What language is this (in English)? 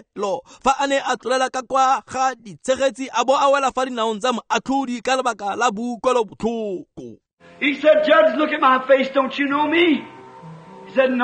Tswana